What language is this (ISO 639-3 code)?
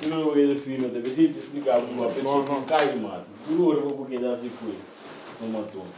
pap